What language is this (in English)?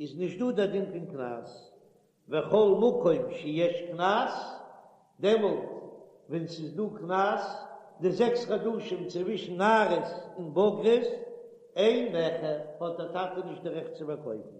Yiddish